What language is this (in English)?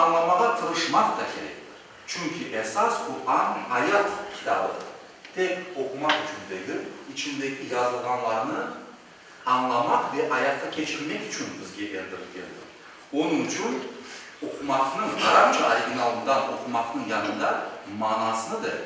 Crimean Tatar